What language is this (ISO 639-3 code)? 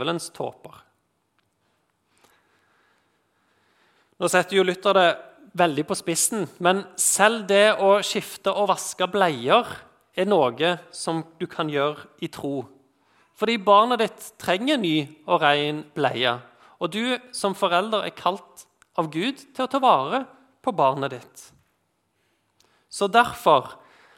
nor